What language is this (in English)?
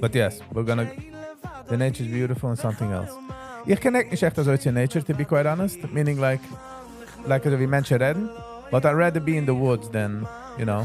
Yiddish